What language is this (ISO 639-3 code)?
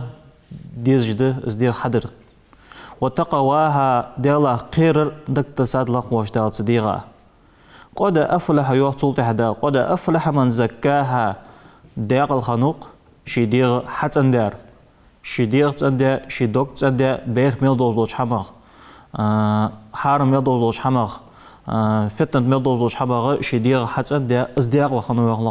inh